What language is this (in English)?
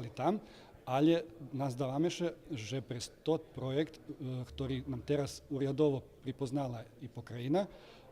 Rusyn